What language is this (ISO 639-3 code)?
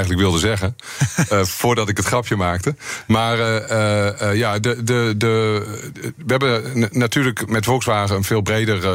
nld